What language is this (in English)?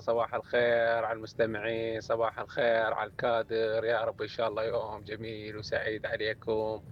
Mesopotamian Arabic